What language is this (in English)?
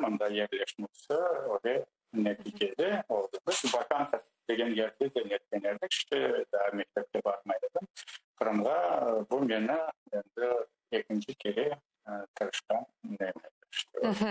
Crimean Tatar